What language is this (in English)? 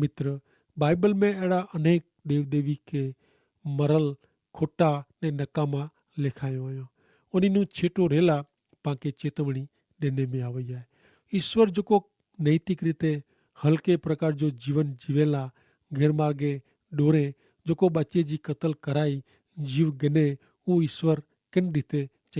Kachhi